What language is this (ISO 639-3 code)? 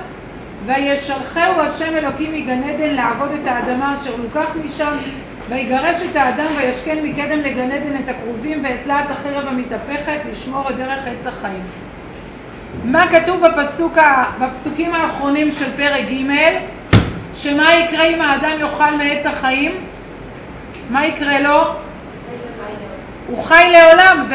heb